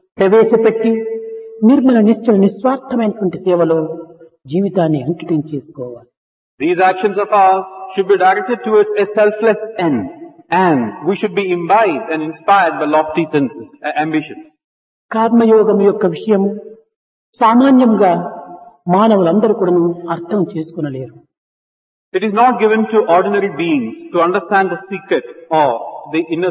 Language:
Telugu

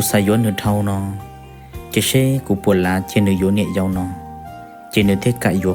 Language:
Hmong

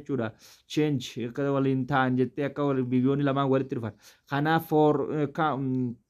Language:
Oromo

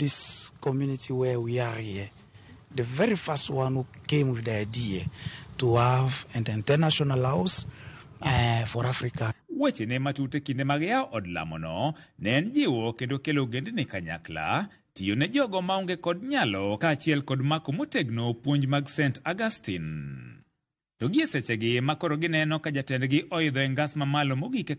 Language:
Luo (Kenya and Tanzania)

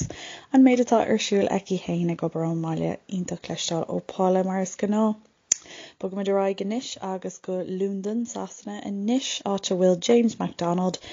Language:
Irish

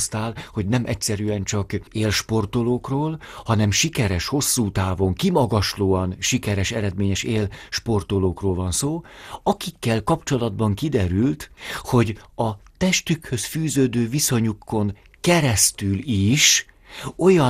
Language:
Hungarian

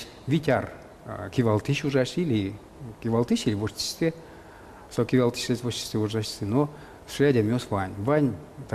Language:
Udmurt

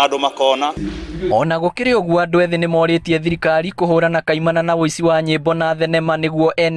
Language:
Kikuyu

